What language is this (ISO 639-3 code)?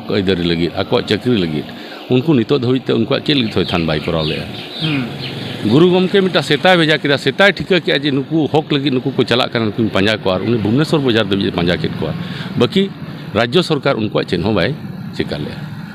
sat